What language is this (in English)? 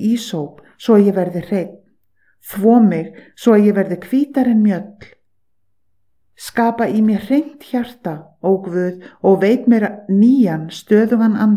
Icelandic